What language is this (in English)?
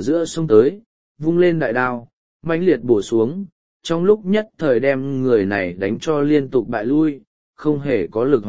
Vietnamese